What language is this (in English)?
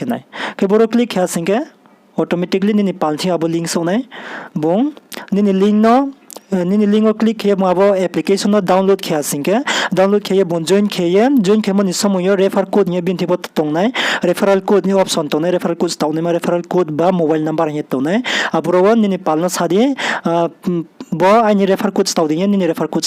Riang (India)